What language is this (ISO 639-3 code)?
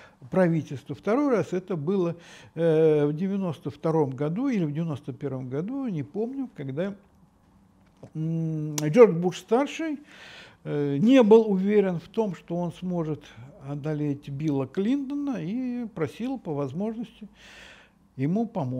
rus